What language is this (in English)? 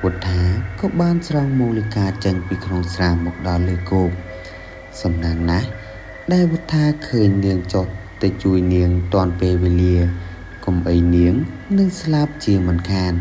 Khmer